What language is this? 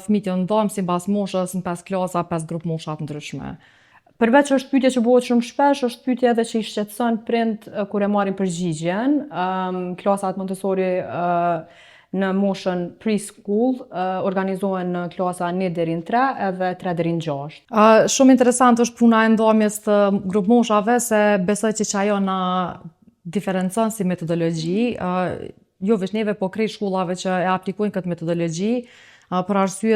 Albanian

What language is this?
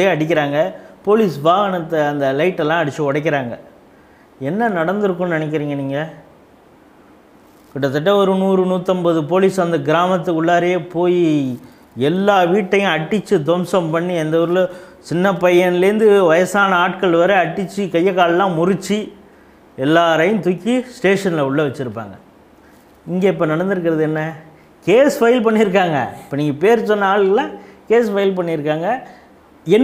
Tamil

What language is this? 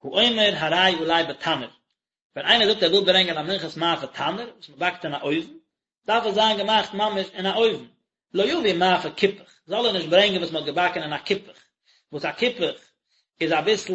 Yiddish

